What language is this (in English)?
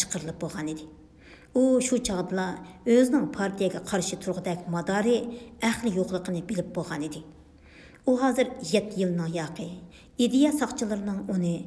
Uyghur